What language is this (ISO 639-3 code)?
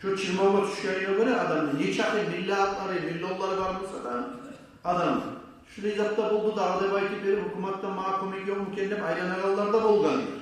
kum